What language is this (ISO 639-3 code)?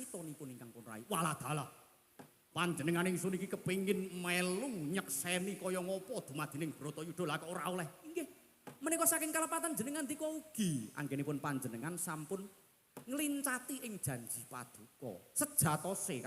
jav